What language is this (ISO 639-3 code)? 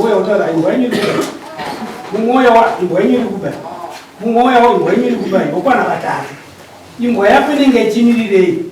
sna